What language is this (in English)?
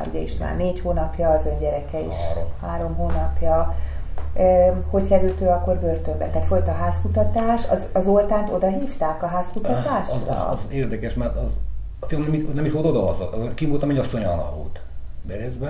Hungarian